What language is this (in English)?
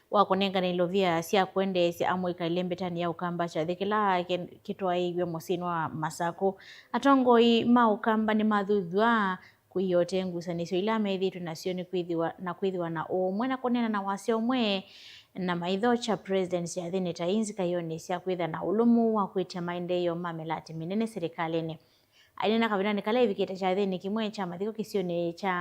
Kamba